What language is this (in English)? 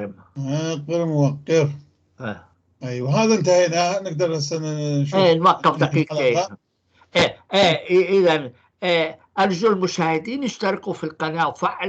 North Levantine Arabic